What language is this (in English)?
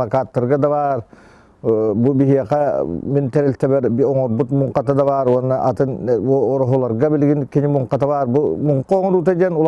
Yakut